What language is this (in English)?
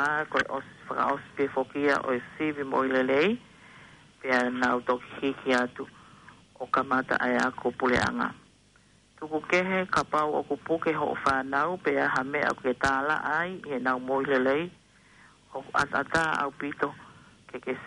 Tongan